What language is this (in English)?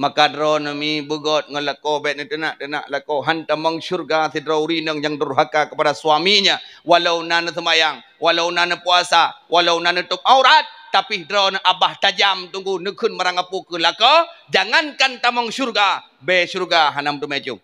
Achinese